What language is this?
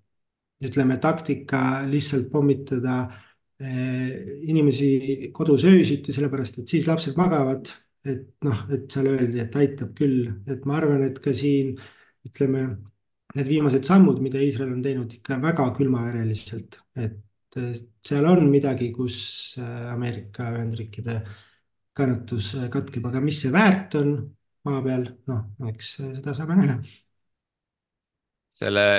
Estonian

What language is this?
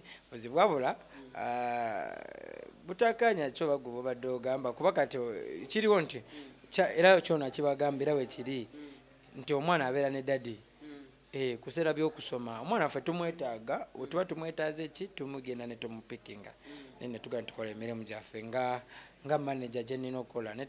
Ganda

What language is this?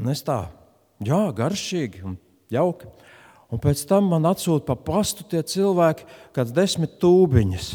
Latvian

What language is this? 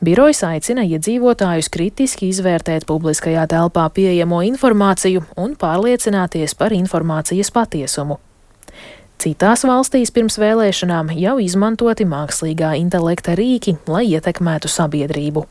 Latvian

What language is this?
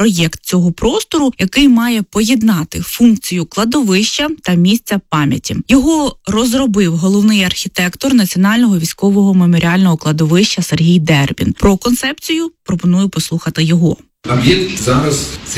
Ukrainian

